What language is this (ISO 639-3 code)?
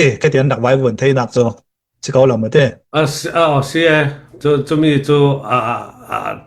cfm